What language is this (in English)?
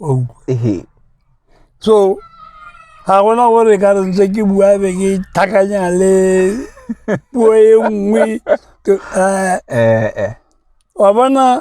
Tswana